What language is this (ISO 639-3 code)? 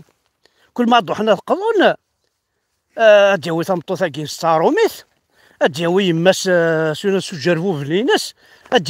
kab